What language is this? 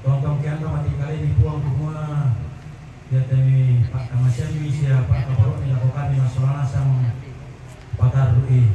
Toraja-Sa'dan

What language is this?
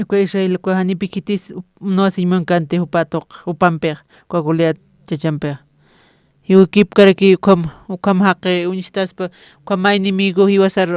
Aymara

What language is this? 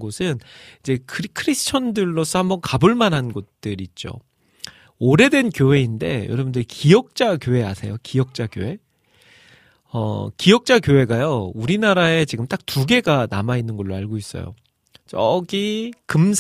Korean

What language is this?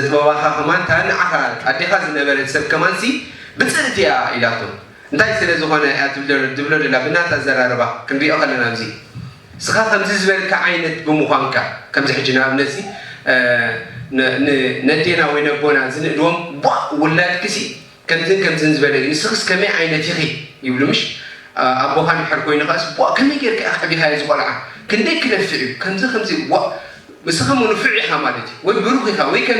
Tigrinya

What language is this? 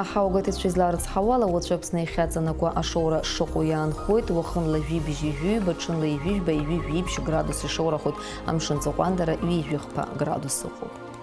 Abkhazian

